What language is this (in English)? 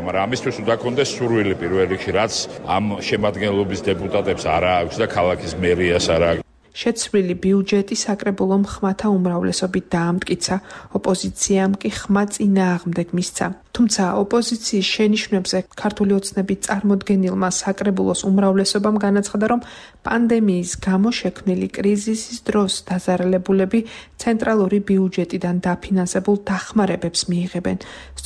Georgian